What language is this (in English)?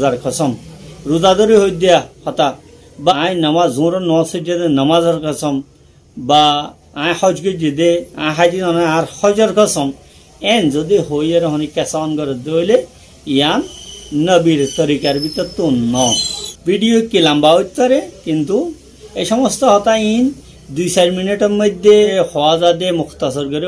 Rohingya